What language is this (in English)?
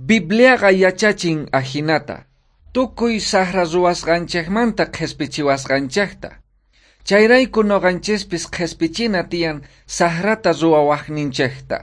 South Bolivian Quechua